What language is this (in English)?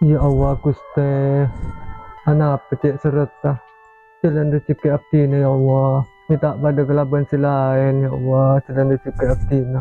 Madurese